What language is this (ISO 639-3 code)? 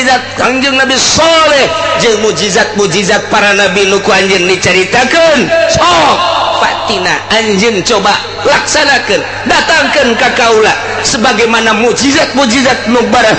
sun